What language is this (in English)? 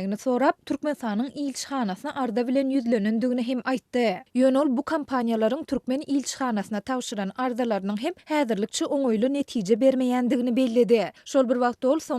Turkmen